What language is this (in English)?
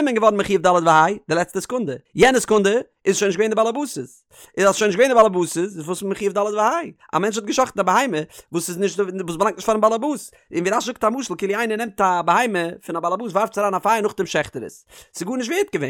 Yiddish